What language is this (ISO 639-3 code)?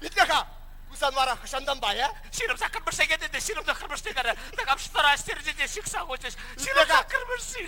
chv